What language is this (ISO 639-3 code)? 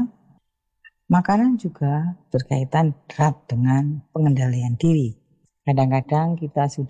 ind